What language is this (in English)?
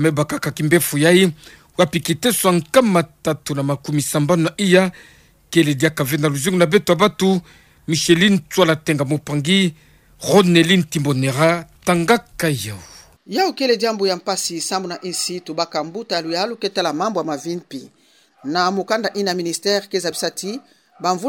Kituba (Democratic Republic of Congo)